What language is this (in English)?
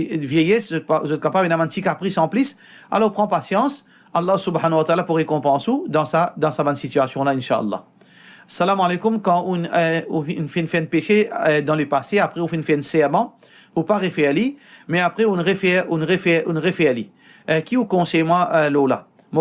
Morisyen